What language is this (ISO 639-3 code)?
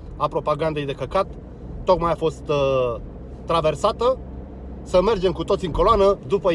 ron